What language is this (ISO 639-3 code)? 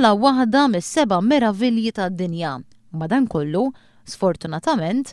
mlt